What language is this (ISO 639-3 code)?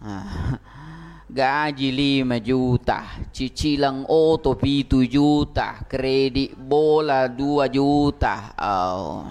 bug